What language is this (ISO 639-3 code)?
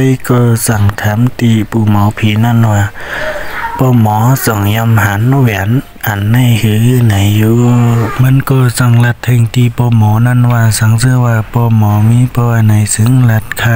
shn